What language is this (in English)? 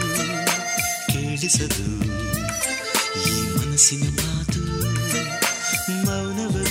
Kannada